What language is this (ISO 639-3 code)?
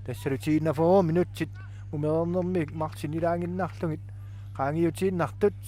kal